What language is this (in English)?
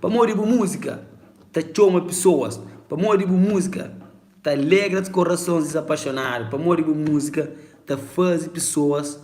Kabuverdianu